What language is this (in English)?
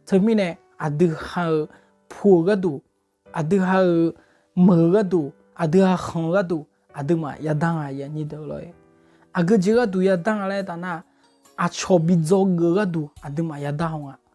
Akha